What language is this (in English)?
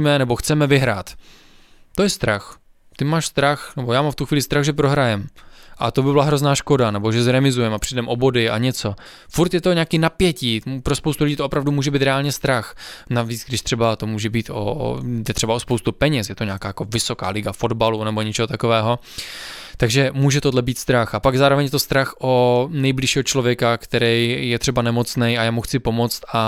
Czech